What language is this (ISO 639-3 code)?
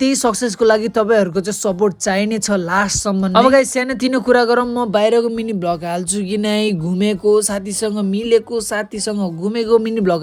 nep